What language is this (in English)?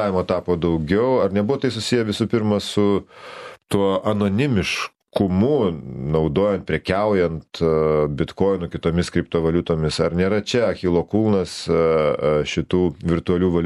Lithuanian